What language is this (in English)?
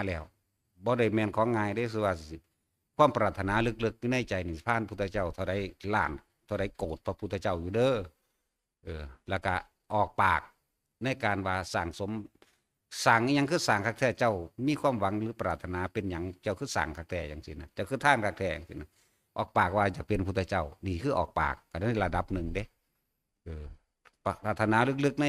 Northeastern Thai